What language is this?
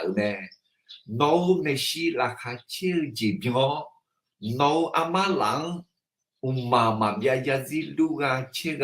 Akha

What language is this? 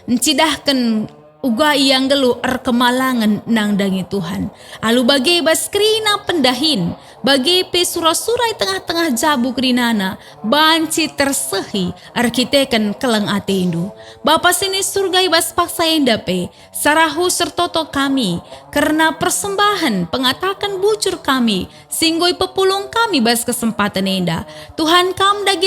Batak Karo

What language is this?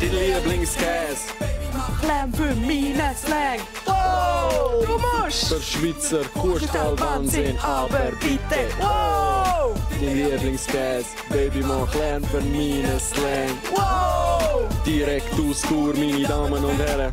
Swiss German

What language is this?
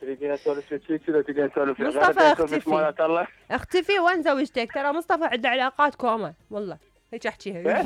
Mesopotamian Arabic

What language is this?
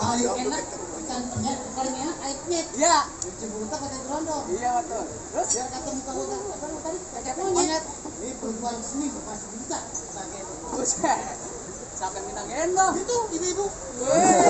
Betawi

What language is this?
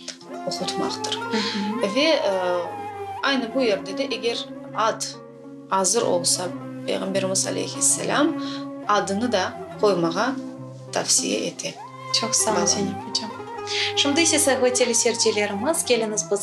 Crimean Tatar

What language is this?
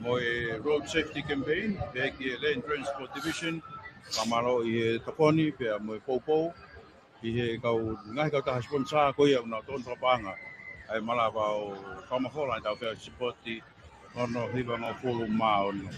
Tongan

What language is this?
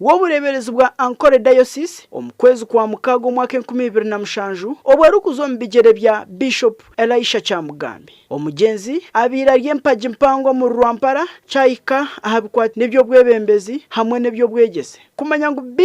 Nyankole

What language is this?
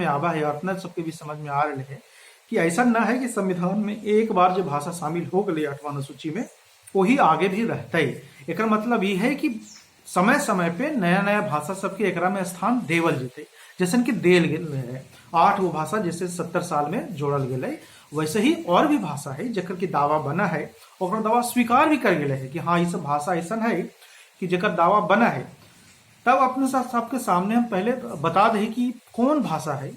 Magahi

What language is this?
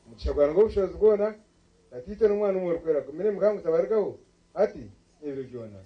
Nyankole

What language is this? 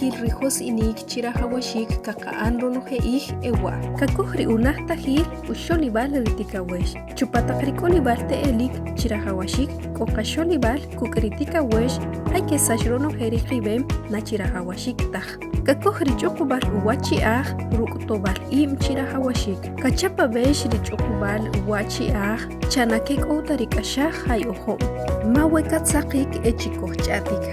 Achi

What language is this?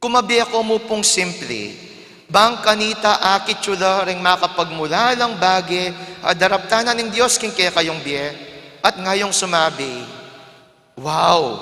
Pampanga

